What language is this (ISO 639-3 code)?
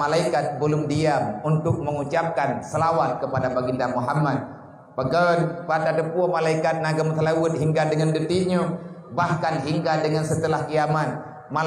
ace